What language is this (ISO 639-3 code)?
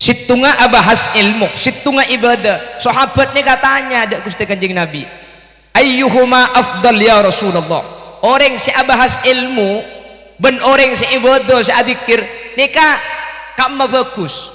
mad